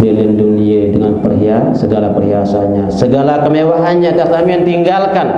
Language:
Sasak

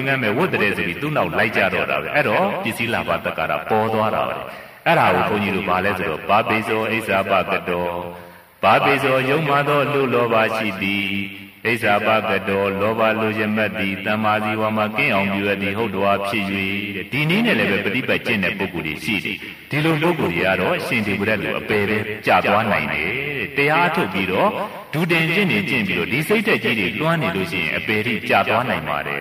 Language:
Burmese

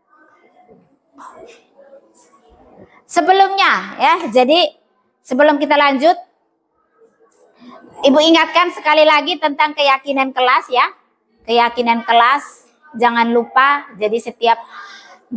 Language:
Indonesian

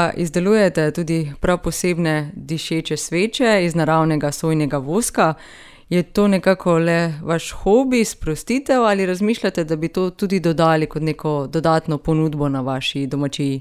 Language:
Slovenian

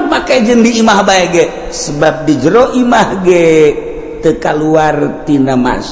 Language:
Sundanese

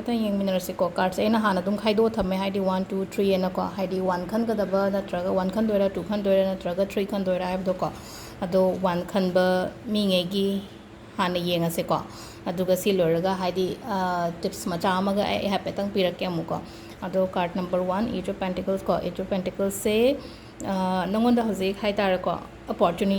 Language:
Manipuri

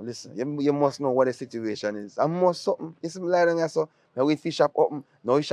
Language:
Jamaican Creole English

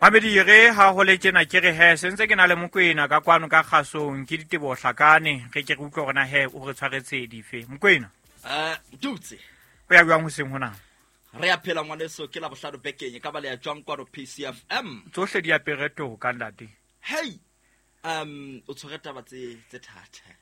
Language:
Southern Sotho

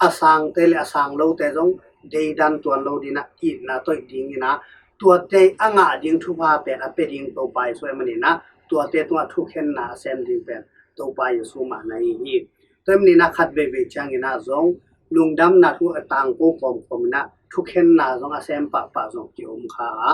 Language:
Tedim Chin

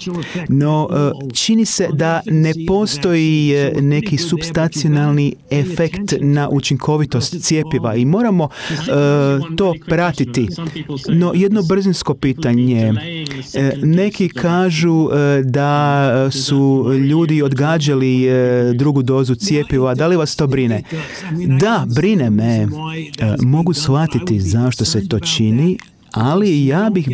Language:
Croatian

